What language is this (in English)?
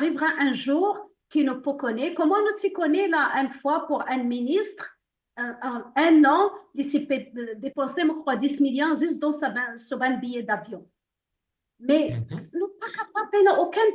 Morisyen